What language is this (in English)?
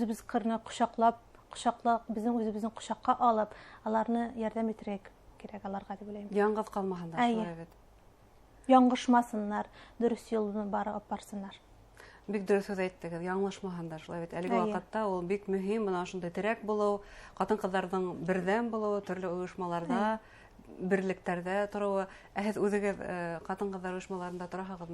Bashkir